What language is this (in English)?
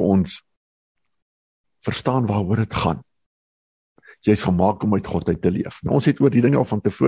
Afrikaans